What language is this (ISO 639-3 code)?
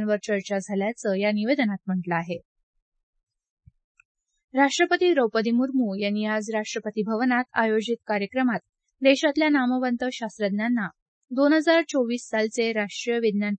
mar